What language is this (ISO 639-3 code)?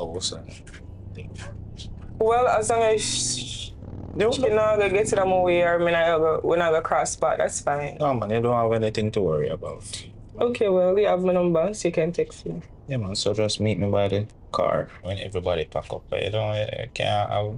jam